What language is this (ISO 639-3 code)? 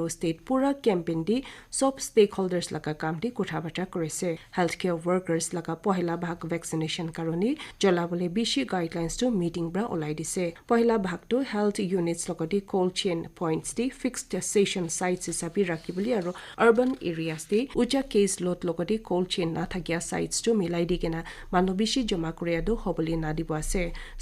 nag